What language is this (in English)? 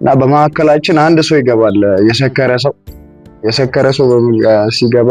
Amharic